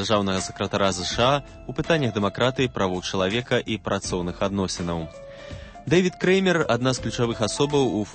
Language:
Belarusian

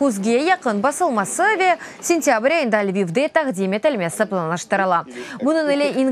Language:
Crimean Tatar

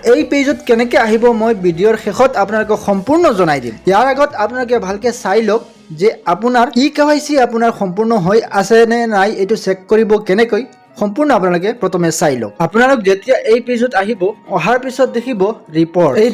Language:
Assamese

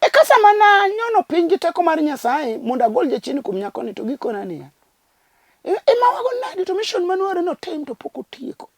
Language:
Luo (Kenya and Tanzania)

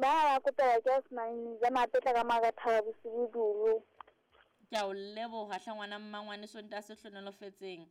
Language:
Southern Sotho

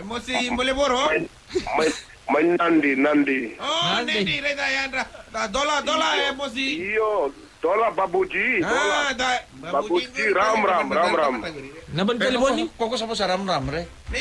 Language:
Fijian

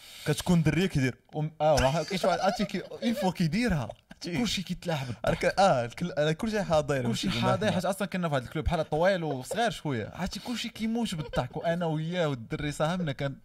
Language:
Moroccan Arabic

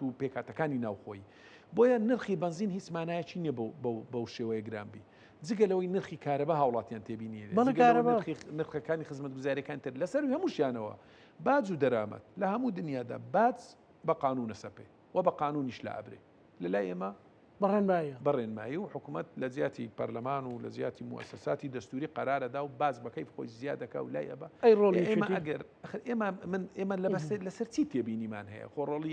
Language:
Central Kurdish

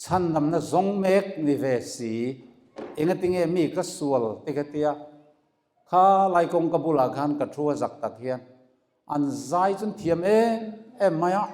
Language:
Mizo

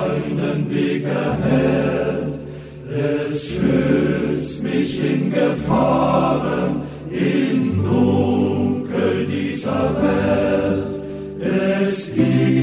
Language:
German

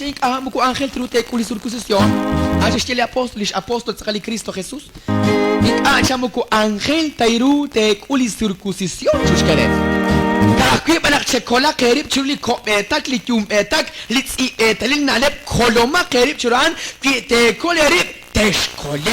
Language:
Kekchí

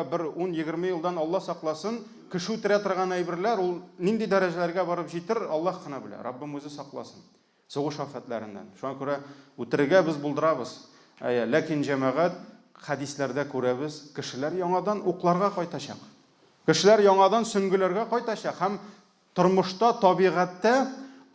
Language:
Tatar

